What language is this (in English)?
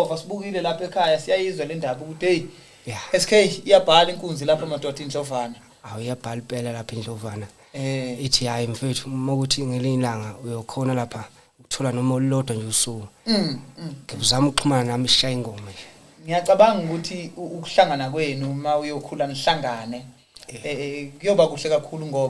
Zulu